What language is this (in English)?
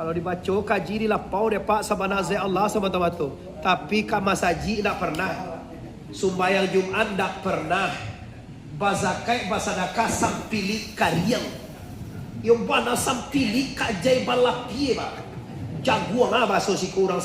Minangkabau